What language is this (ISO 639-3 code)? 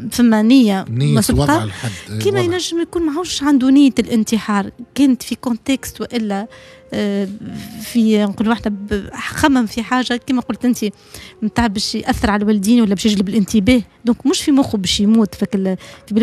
aeb